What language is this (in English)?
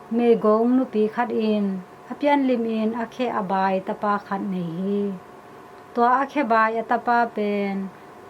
Tedim Chin